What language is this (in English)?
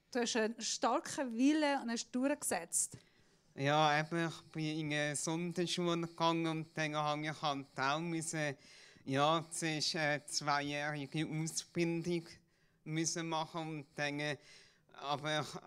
Swiss German